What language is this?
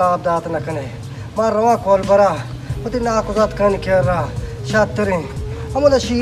Baluchi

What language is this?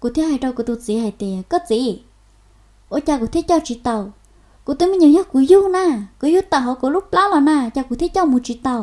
Hmong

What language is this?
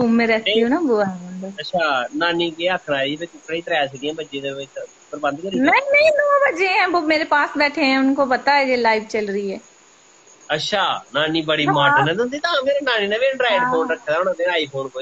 Dogri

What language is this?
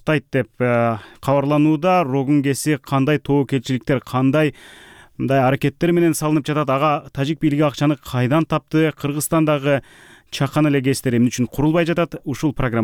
Kyrgyz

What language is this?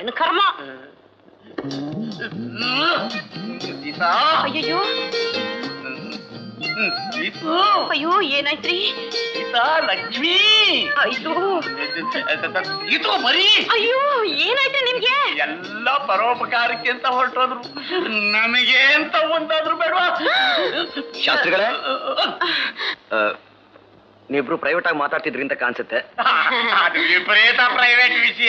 Kannada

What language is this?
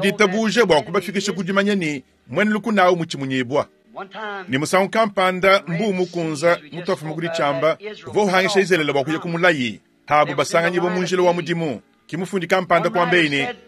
Luba-Lulua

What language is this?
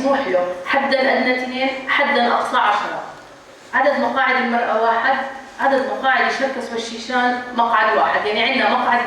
North Levantine Arabic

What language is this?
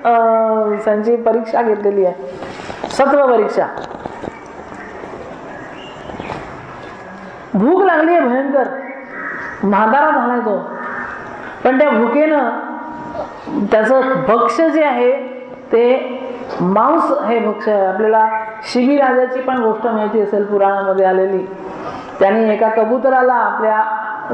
Marathi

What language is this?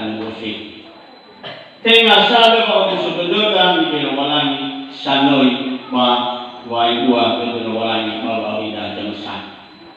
Nias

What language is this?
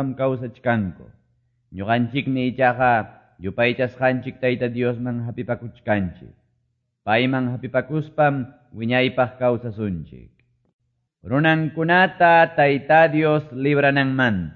Quechua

